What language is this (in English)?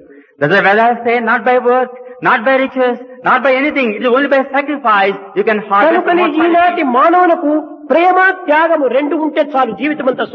Telugu